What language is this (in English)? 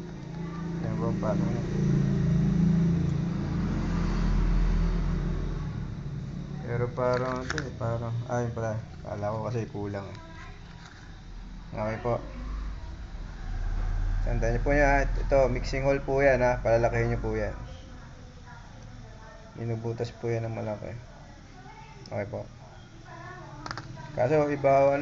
Filipino